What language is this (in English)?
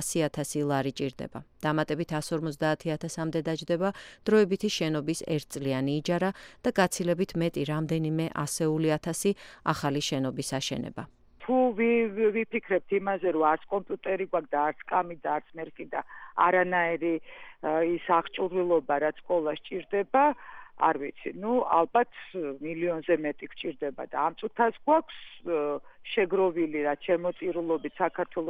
Georgian